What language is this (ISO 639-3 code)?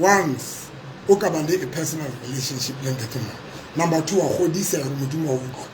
sot